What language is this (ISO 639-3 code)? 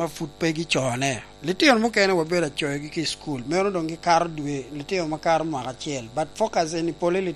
laj